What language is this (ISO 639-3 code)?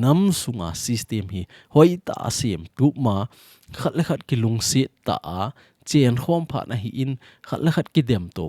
tcz